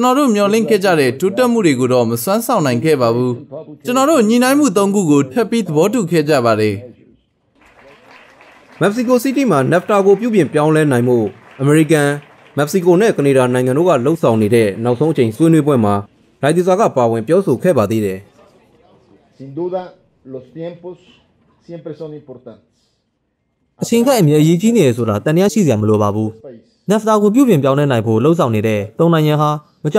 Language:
Burmese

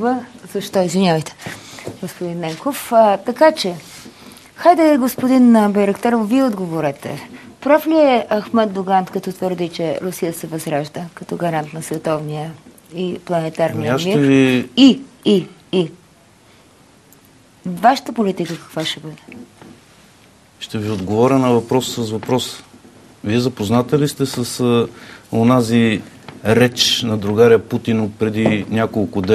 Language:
Bulgarian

